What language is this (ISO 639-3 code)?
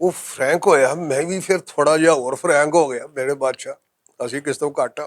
lah